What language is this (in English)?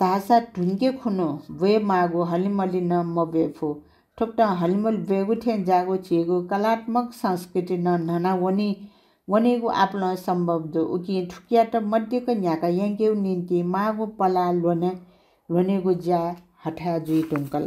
Newari